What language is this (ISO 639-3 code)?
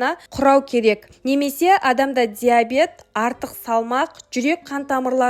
kaz